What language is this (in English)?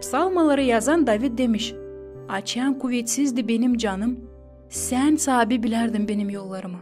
Gagauz